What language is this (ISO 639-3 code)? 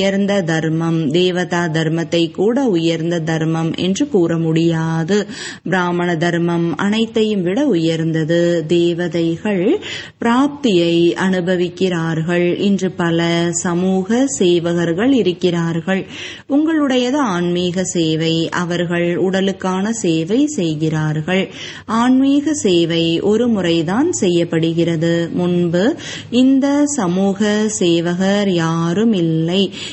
tam